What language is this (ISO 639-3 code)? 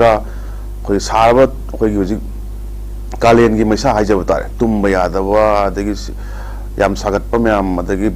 mni